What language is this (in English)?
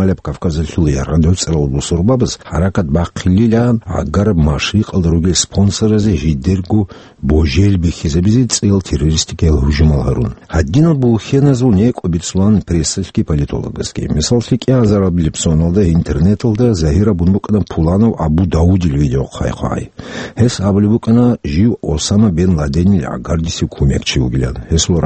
Avaric